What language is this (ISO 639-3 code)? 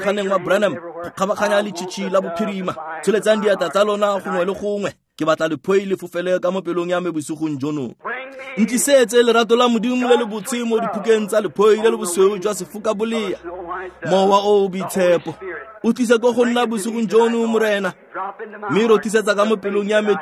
tsn